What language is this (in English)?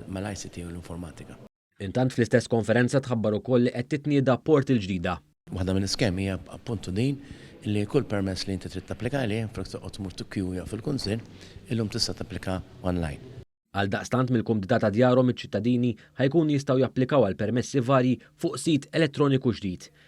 Maltese